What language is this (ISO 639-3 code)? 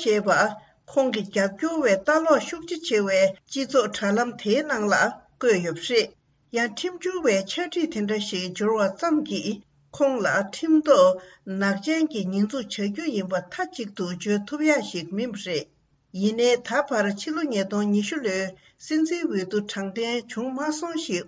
bod